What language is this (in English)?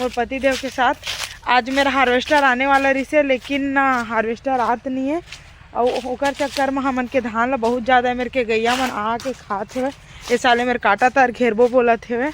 Chhattisgarhi